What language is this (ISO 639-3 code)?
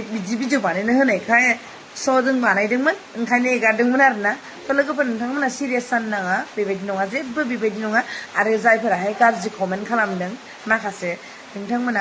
brx